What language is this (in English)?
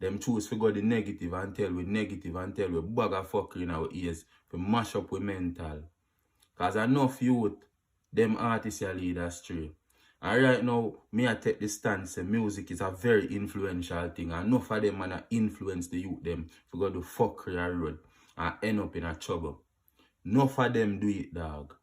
Jamaican Creole English